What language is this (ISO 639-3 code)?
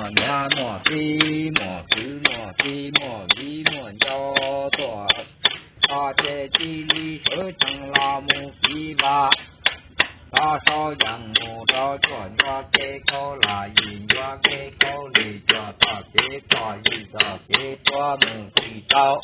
hmn